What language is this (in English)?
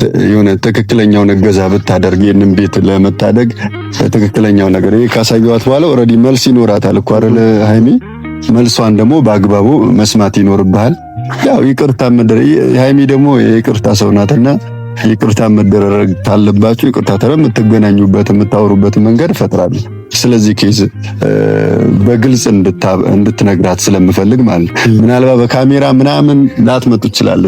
Amharic